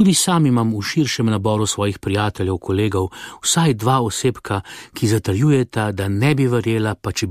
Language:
Slovenian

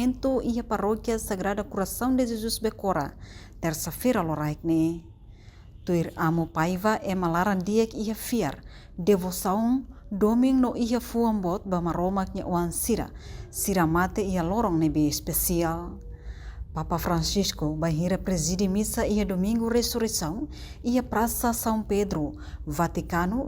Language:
Tetum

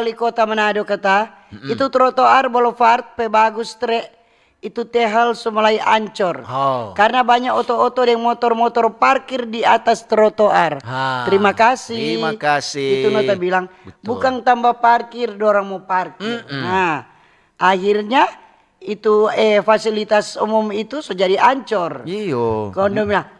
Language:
Manado Malay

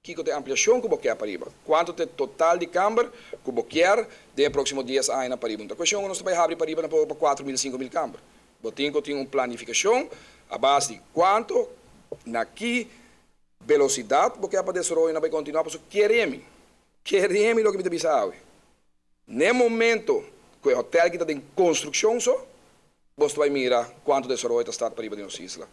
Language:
Papiamento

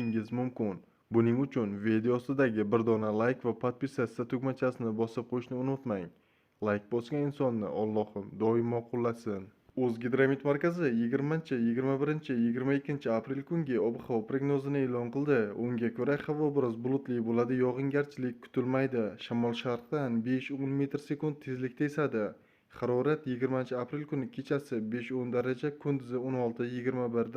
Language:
Uzbek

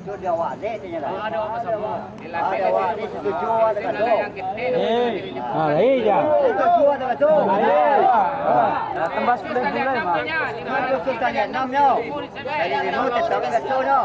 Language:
Minangkabau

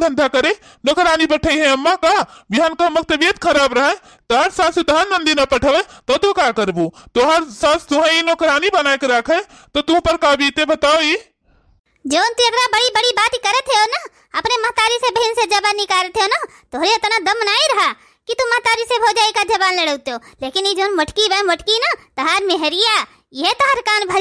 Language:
Awadhi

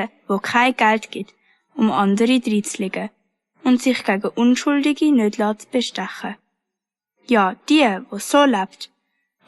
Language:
Swiss German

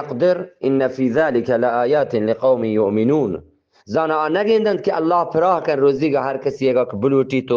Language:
Eastern Balochi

